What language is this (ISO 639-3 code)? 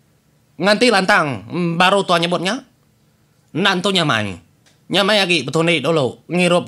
iba